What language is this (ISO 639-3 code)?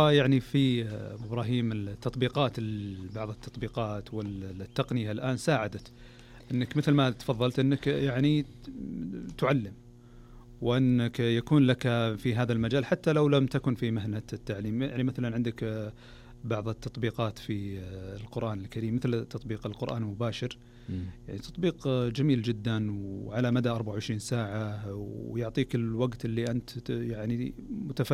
ars